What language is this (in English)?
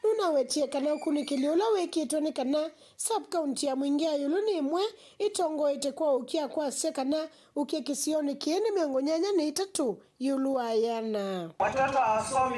Kamba